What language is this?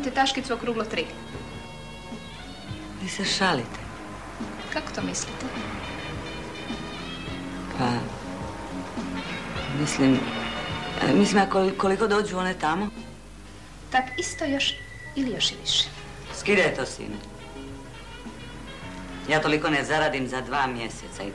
Croatian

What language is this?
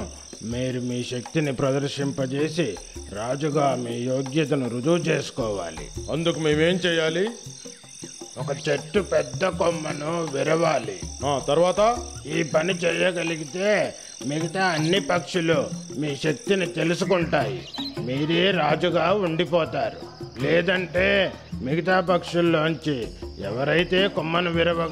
Telugu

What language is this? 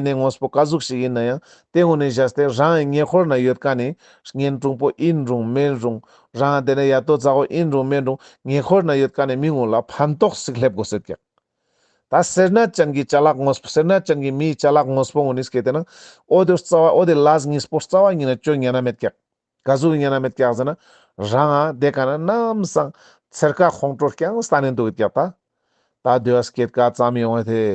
Ladakhi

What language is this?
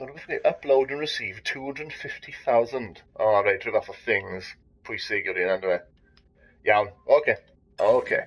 Welsh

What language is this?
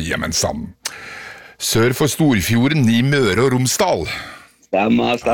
Norwegian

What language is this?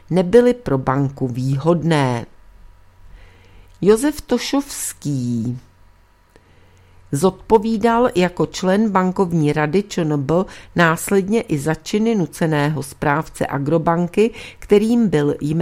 Czech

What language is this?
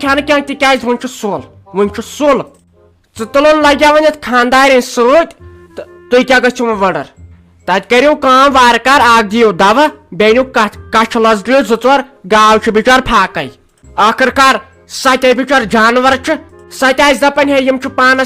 Kashmiri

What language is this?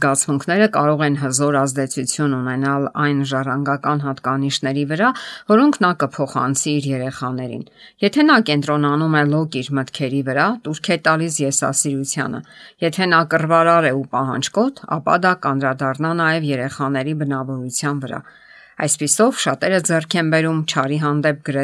Armenian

